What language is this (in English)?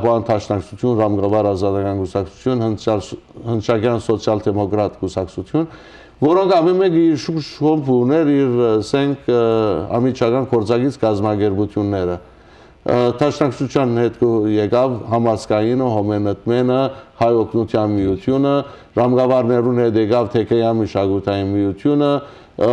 Western Armenian